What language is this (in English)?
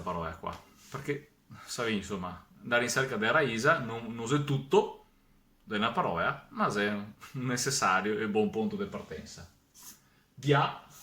Venetian